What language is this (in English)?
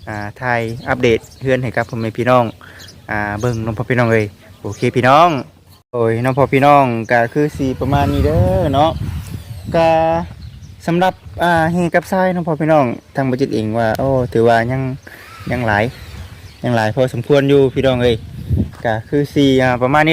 Lao